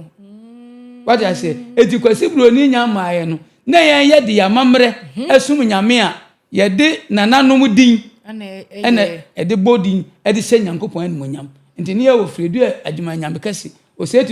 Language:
Akan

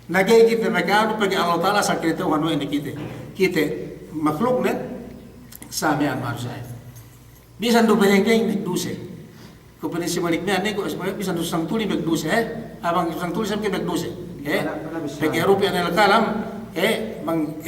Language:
Yakan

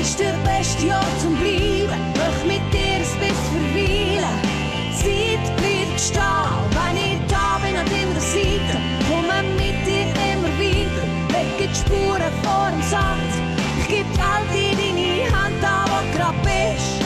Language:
Swiss German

